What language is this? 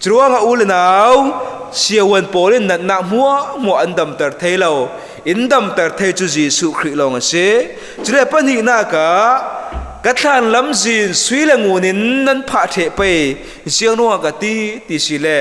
Falam Chin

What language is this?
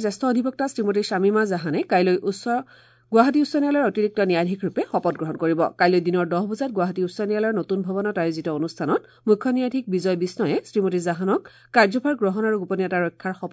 Assamese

